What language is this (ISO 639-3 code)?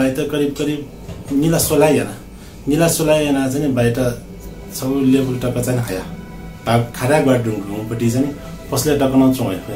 new